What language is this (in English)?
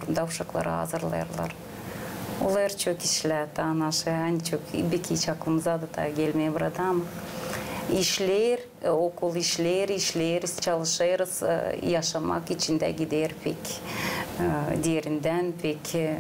Gagauz